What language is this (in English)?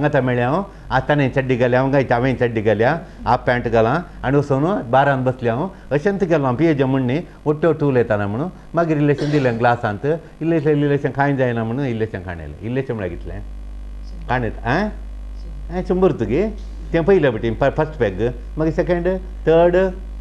Konkani